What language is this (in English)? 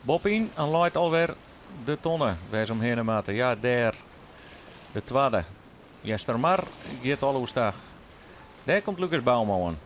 Western Frisian